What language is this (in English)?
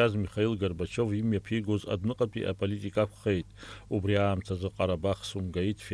Abkhazian